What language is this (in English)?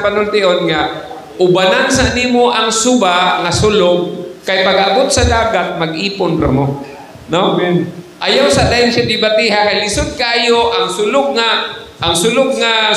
Cebuano